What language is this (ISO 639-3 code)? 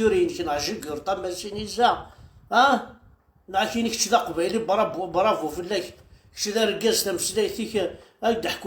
kab